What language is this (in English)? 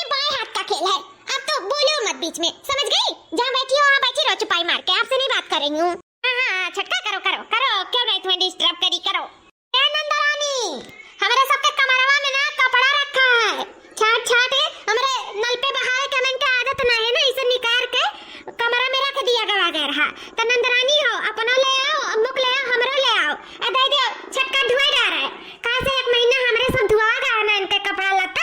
Awadhi